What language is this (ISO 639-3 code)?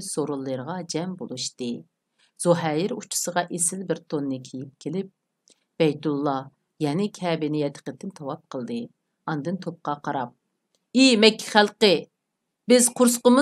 uig